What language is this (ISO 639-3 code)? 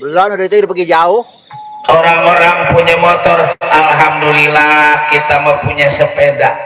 bew